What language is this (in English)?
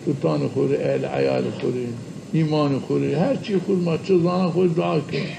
Zaza